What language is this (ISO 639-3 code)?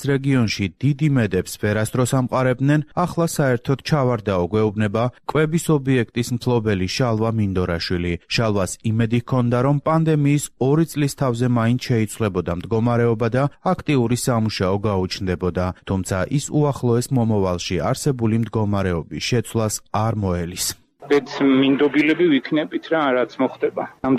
kat